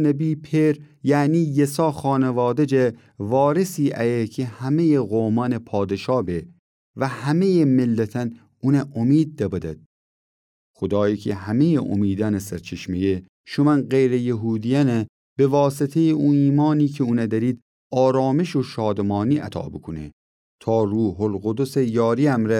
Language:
Gilaki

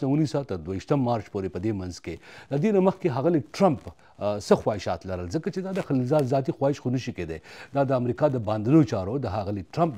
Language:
Pashto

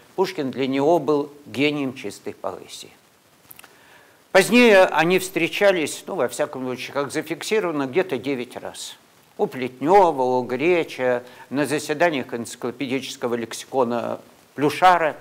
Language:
Russian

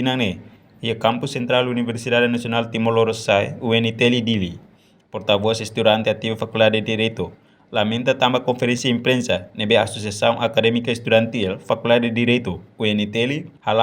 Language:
Tetum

